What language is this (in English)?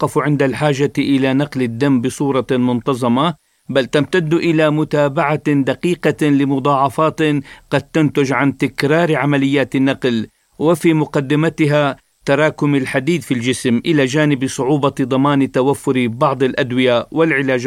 Arabic